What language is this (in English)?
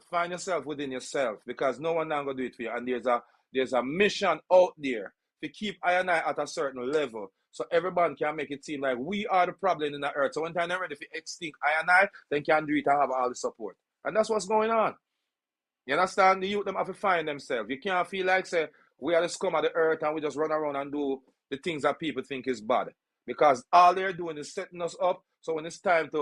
Jamaican Creole English